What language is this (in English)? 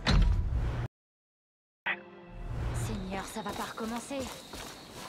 French